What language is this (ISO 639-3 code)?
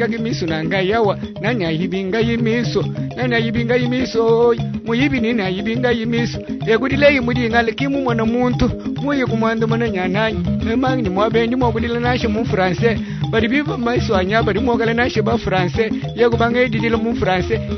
lua